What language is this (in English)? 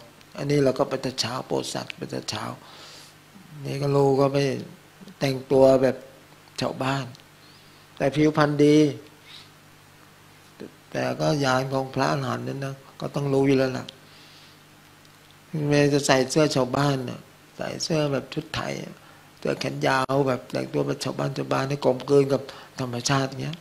Thai